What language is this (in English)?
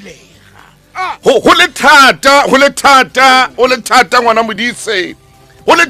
Southern Sotho